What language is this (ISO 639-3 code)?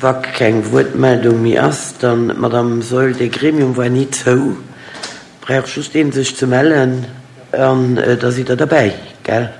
ltz